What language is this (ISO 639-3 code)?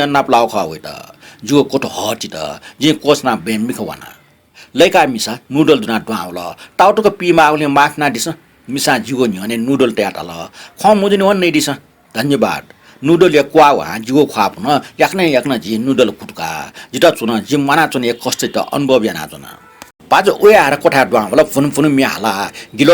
new